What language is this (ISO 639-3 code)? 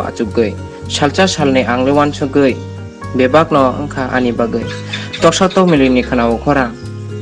trp